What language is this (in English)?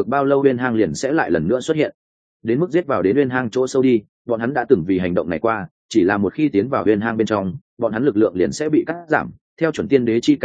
Vietnamese